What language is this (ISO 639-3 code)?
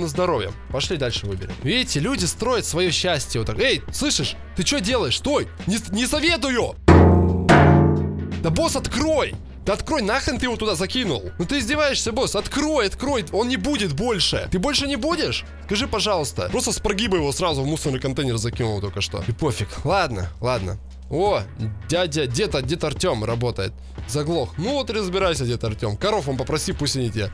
rus